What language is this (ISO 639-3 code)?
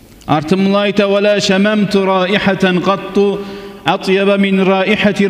kum